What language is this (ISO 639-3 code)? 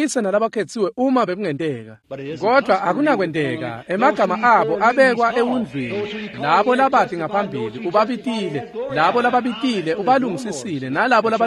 ssw